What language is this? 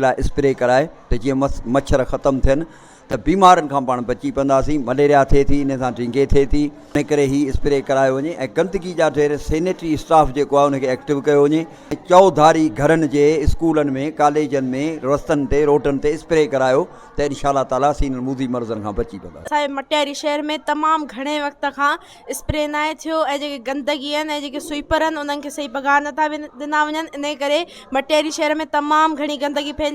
Sindhi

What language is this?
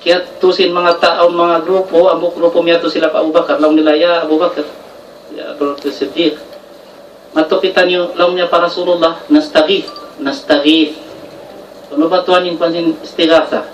Tausug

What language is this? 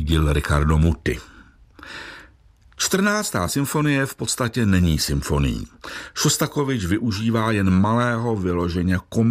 Czech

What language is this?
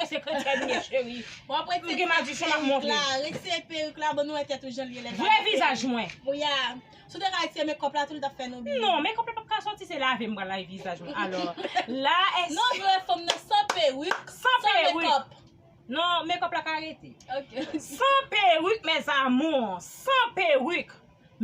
Haitian Creole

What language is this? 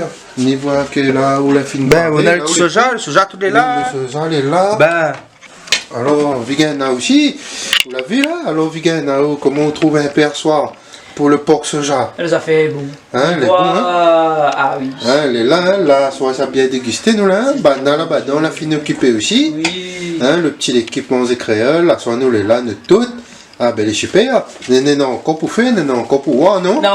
Réunion Creole French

